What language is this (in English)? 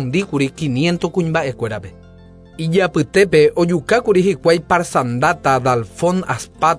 Guarani